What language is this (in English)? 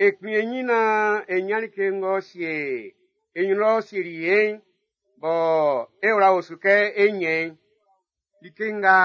Baoulé